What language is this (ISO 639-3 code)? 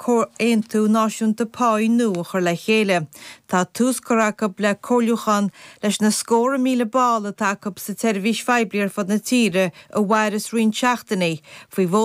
gle